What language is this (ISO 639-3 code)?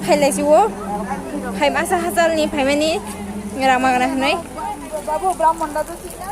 trp